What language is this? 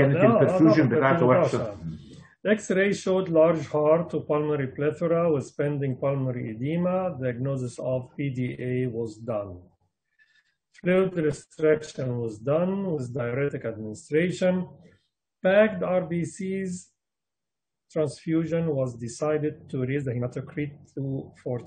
Egyptian Arabic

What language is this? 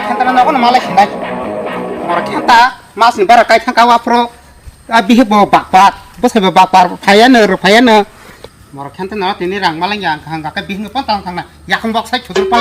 Kok Borok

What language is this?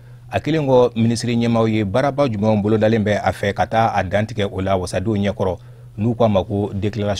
Bambara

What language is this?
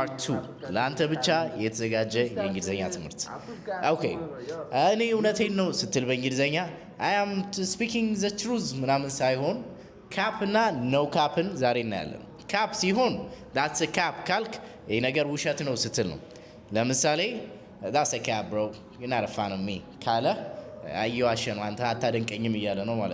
Amharic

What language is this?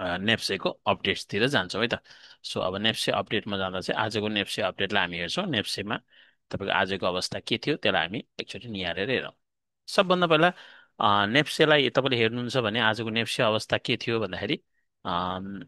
Nepali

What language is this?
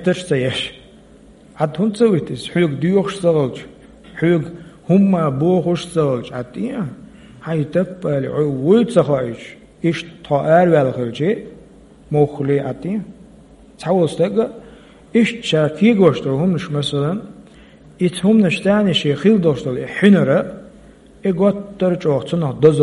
Chechen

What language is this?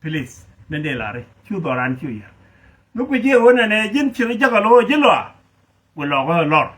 Nuer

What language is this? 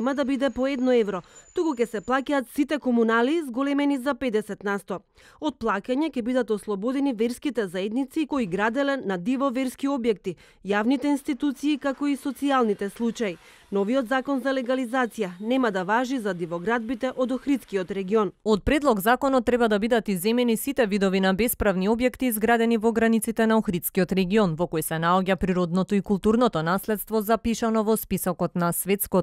Macedonian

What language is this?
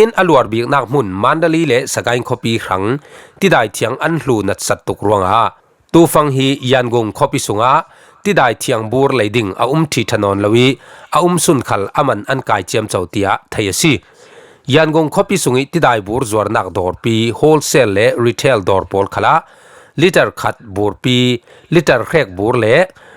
Falam Chin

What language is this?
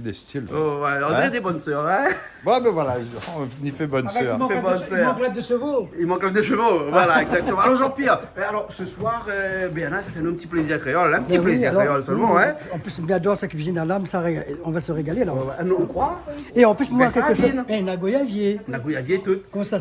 Réunion Creole French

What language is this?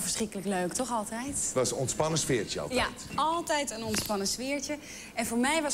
Dutch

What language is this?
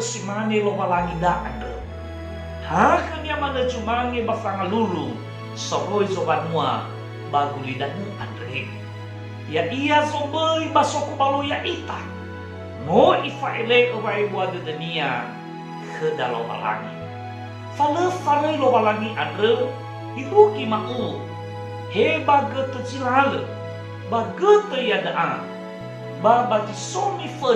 Nias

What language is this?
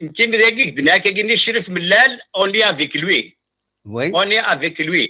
Kabyle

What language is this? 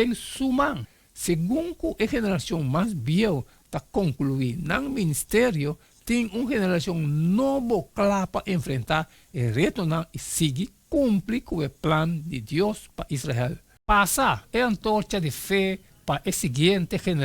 Papiamento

